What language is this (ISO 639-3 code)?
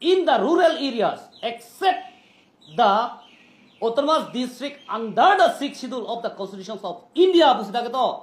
mjw